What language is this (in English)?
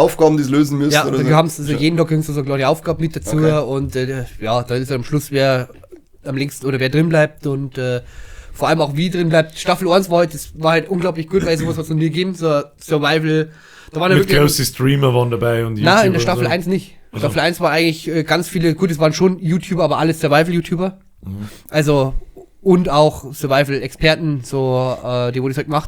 Bavarian